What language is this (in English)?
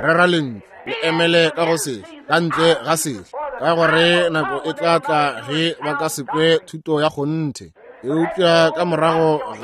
Northern Sotho